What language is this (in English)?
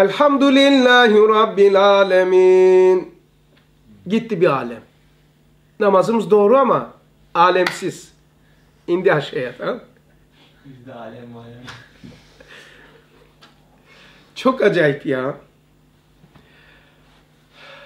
Turkish